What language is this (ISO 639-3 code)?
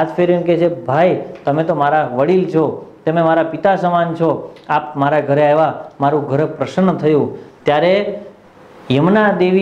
guj